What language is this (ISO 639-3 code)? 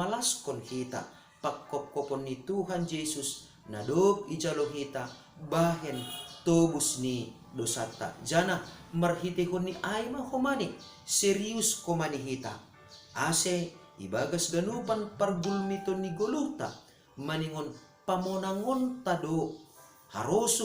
bts